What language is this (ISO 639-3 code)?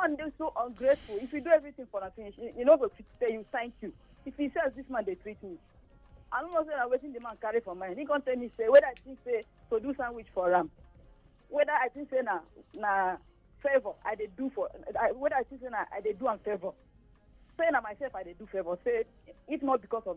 pcm